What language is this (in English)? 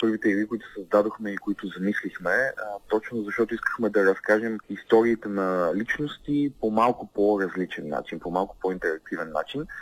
Bulgarian